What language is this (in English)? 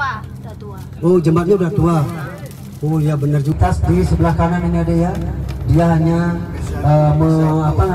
Indonesian